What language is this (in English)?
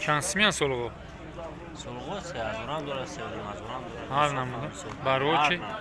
Tajik